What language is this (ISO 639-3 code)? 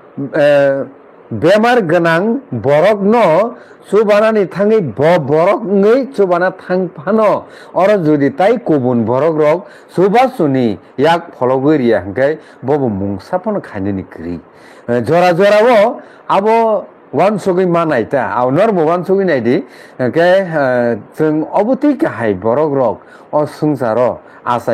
trp